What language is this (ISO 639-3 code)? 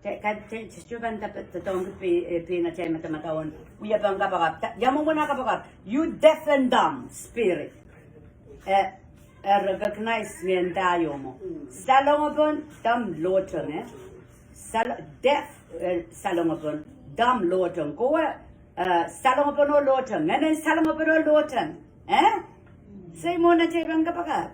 pon